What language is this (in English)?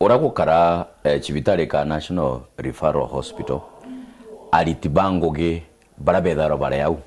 Meru